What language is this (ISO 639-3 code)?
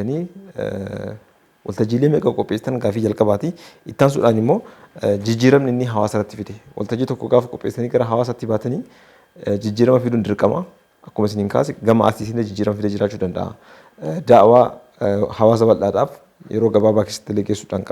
orm